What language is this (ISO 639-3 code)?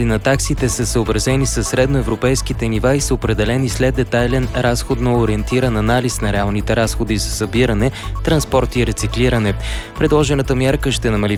bul